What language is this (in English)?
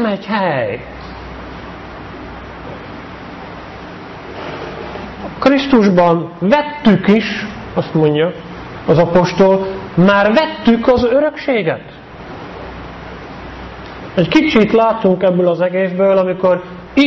Hungarian